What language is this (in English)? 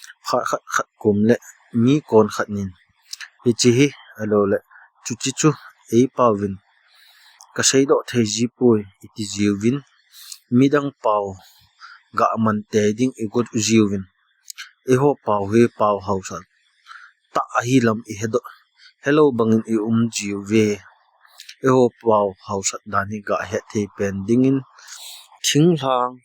Thado Chin